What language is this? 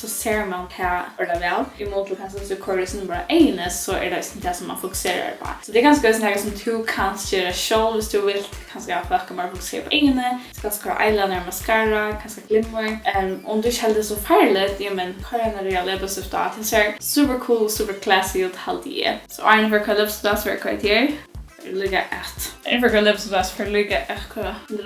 Faroese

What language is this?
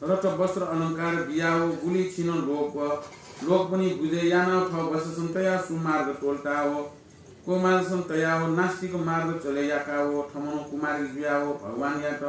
Newari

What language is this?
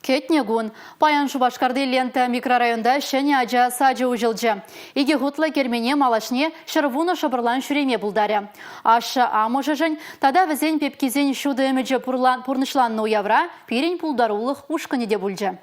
Chuvash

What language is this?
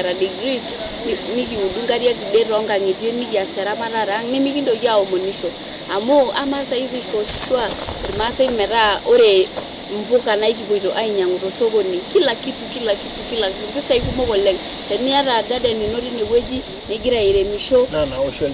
Masai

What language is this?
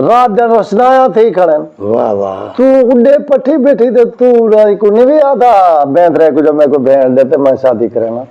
Saraiki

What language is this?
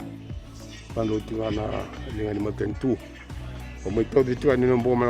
Fijian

